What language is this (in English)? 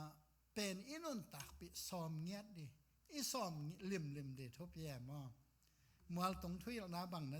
Tedim Chin